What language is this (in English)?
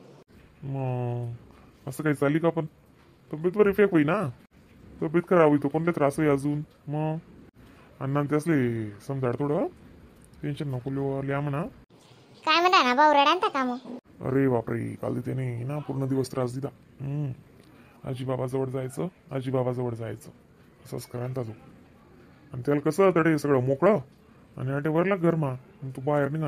Khandesi